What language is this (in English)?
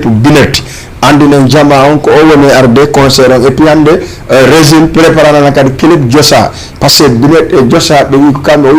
Fula